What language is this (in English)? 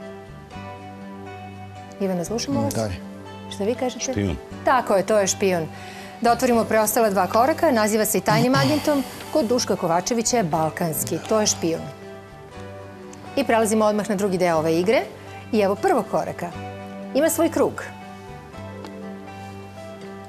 Serbian